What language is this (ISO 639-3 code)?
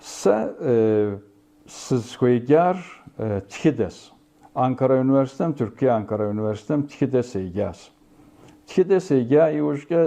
kbd